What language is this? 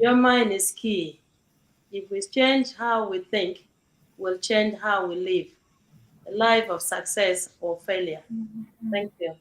Acoli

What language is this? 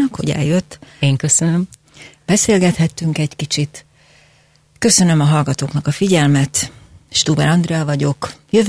Hungarian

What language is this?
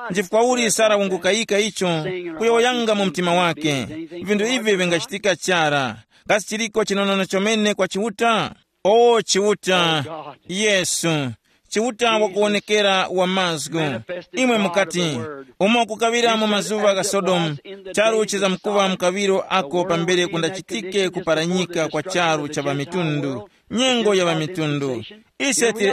Tumbuka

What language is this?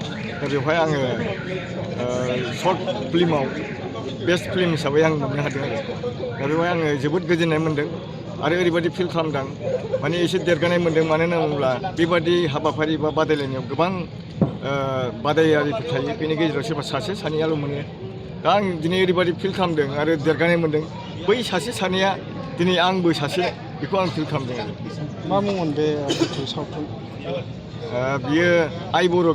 Bodo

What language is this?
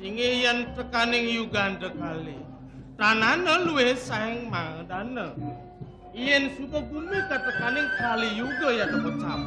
Balinese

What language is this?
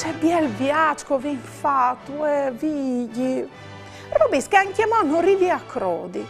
Friulian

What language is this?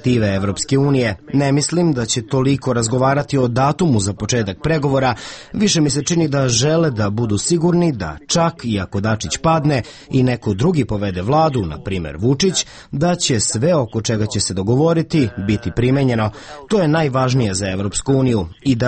Serbian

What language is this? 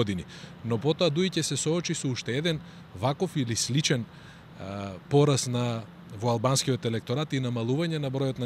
Macedonian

